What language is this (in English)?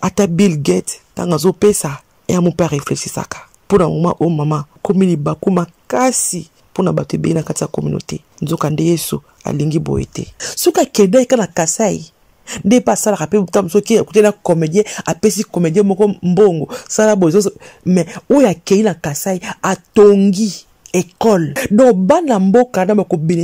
Lingala